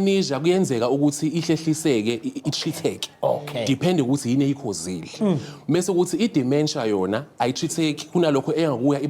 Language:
Zulu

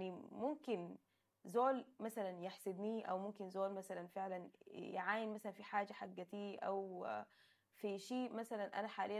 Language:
Sudanese Arabic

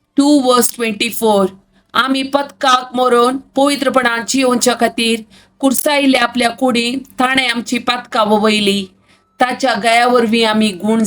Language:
Konkani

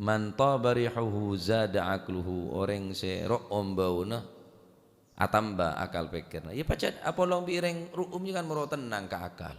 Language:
Madurese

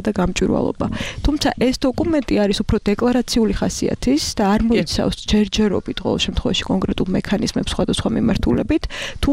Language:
Georgian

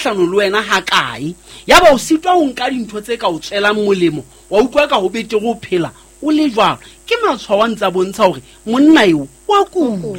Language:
Southern Sotho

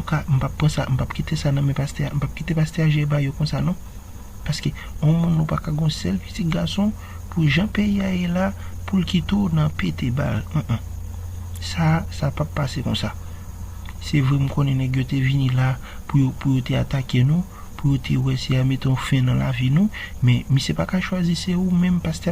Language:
Haitian Creole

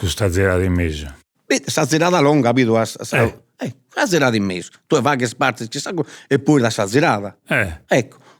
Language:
Sardinian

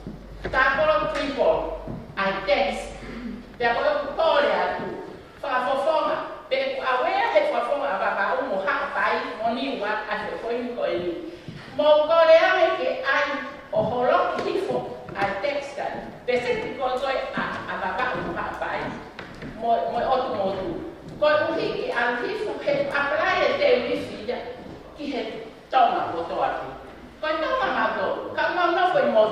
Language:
Tongan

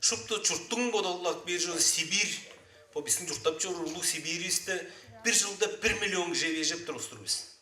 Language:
Tuvinian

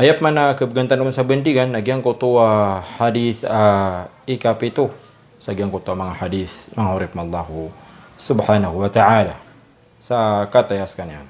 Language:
Maranao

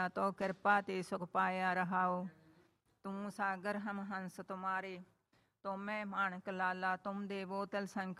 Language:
Punjabi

